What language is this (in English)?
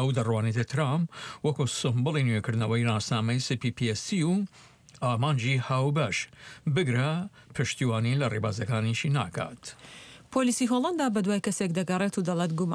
Central Kurdish